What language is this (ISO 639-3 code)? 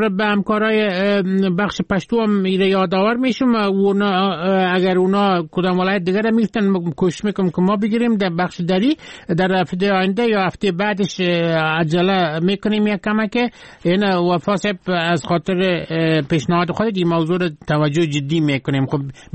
fas